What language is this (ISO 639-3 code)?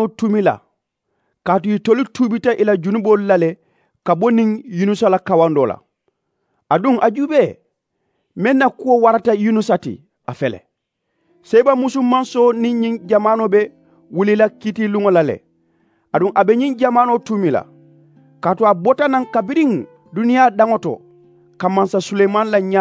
man